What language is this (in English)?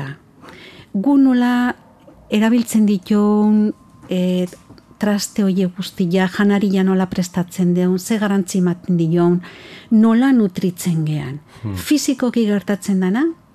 Basque